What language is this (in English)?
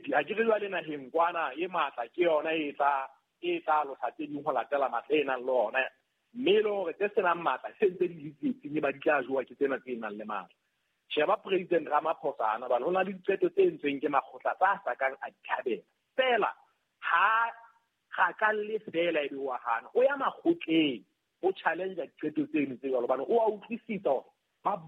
Southern Sotho